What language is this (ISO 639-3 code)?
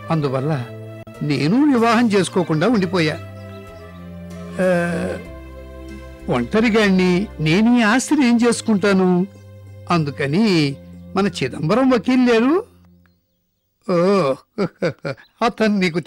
tel